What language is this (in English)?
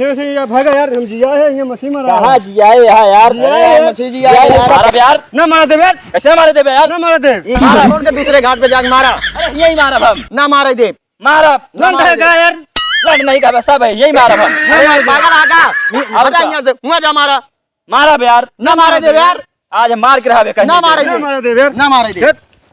Awadhi